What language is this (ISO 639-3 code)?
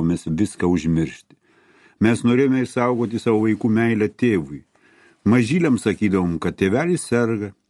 lit